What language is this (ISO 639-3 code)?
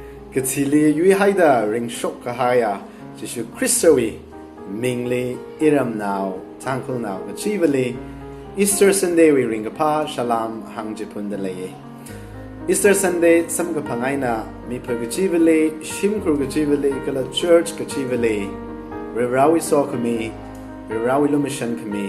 nmf